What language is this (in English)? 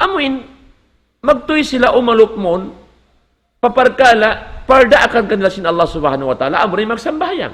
Tausug